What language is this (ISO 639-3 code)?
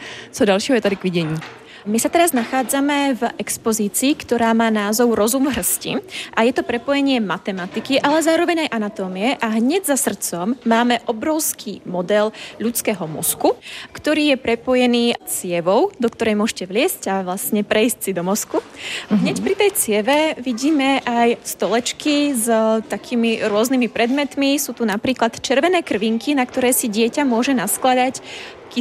slk